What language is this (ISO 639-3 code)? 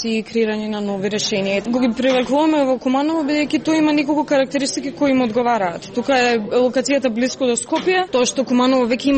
mkd